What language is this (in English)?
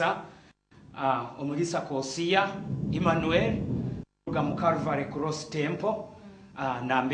Nyoro